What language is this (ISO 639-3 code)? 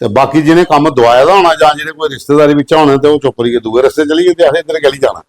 doi